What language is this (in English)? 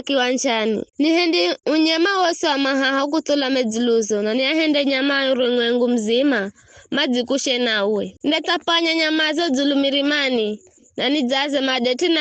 Giryama